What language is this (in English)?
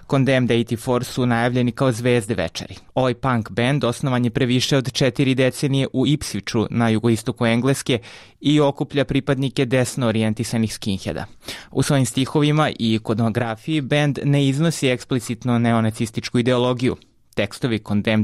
Serbian